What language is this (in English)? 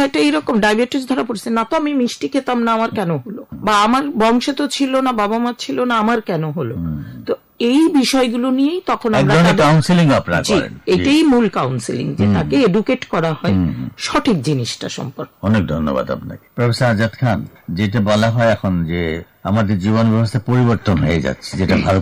Bangla